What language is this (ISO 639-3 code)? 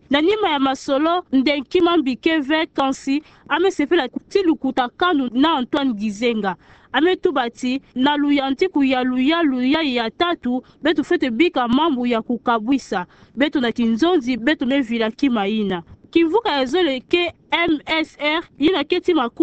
ktu